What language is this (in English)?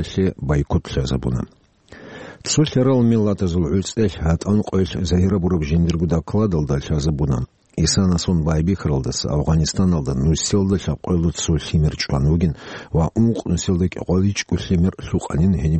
Avaric